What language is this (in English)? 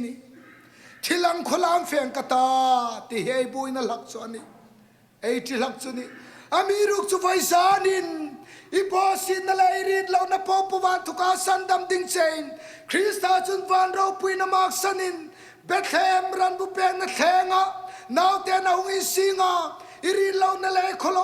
Hmar